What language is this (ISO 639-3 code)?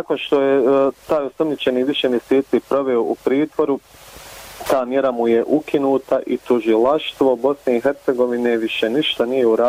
bos